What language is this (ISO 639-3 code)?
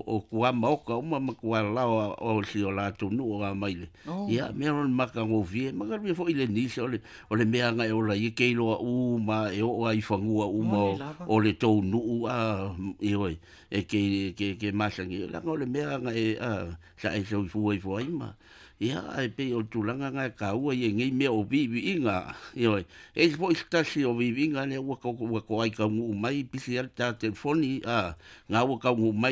smo